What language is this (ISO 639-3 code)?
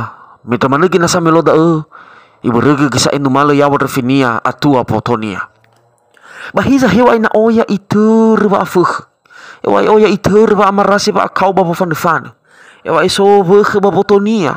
nia